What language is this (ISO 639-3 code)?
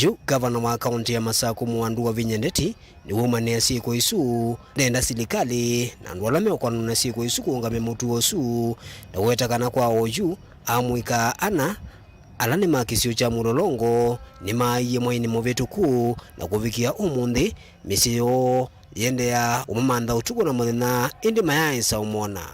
kam